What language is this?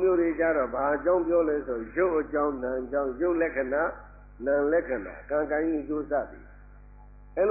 Burmese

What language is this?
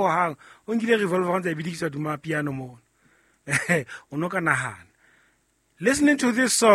Southern Sotho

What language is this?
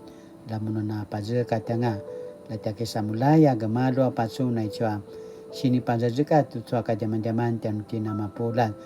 Paiwan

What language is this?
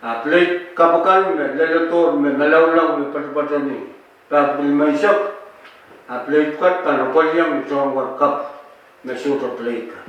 Pohnpeian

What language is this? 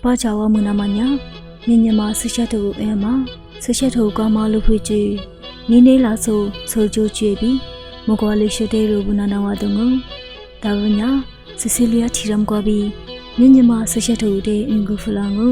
Lisu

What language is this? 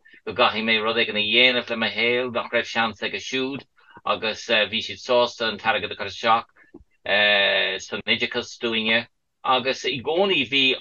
Irish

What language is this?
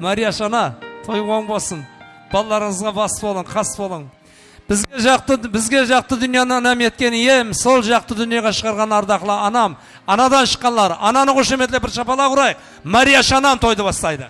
Kara-Kalpak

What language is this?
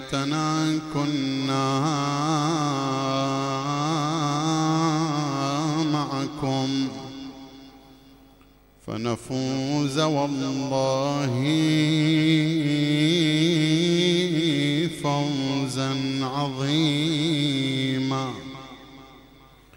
Arabic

